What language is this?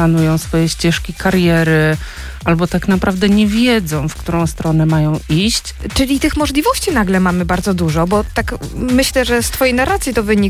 Polish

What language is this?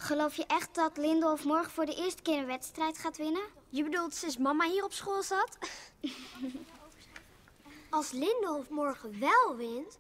Dutch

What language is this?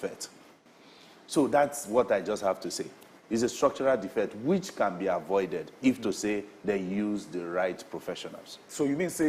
Nigerian Pidgin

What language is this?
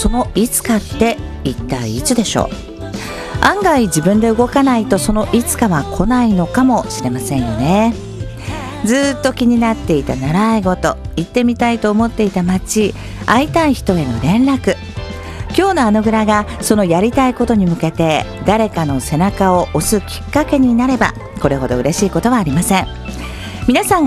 Japanese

